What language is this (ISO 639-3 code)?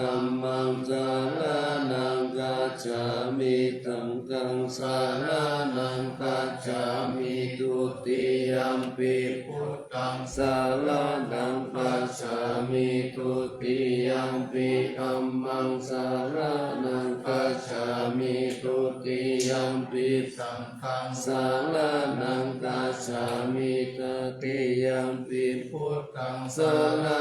pli